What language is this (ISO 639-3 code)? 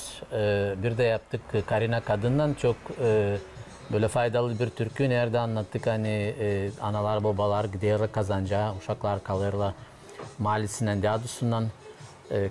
gag